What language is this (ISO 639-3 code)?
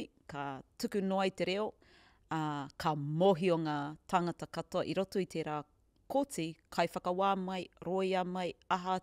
mri